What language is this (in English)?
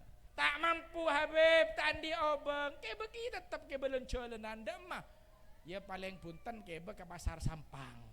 Madurese